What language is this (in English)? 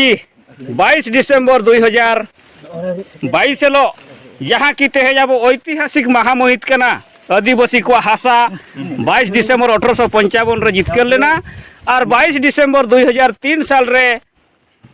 Santali